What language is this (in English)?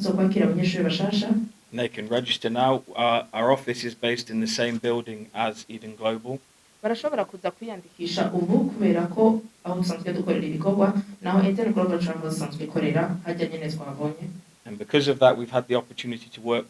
Rundi